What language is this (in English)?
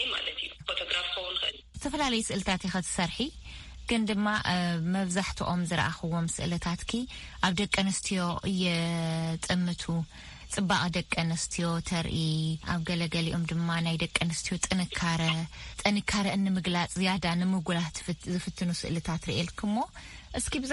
Tigrinya